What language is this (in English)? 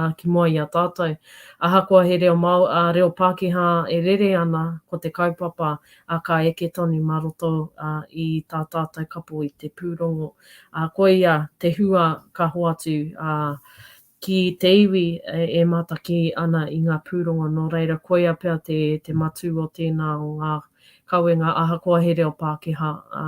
Māori